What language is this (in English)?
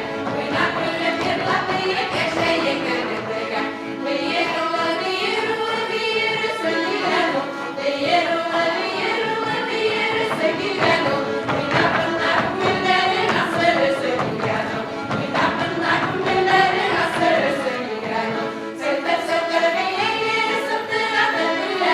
Bashkir